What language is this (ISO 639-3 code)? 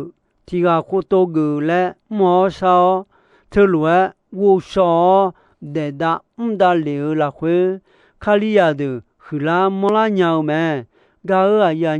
ahk